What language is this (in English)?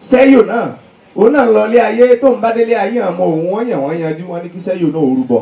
Yoruba